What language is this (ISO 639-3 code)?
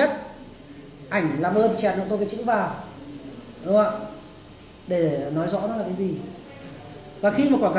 vie